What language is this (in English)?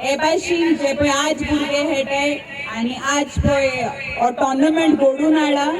Konkani